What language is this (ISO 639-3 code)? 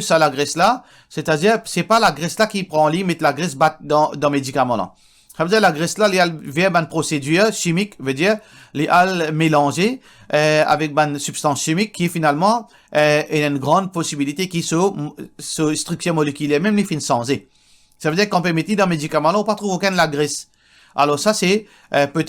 mfe